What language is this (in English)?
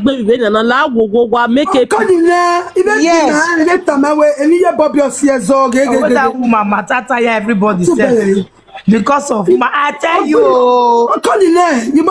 Nigerian Pidgin